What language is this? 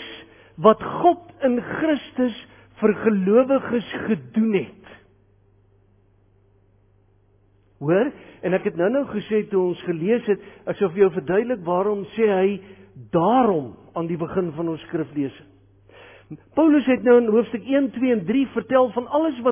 Afrikaans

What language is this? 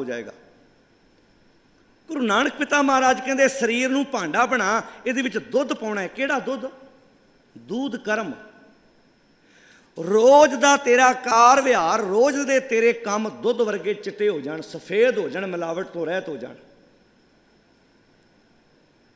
Punjabi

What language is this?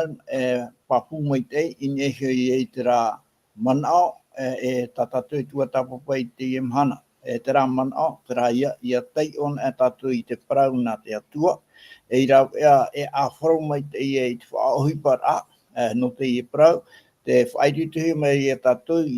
Tahitian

